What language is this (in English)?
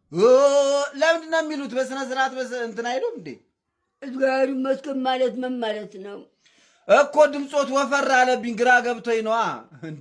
Amharic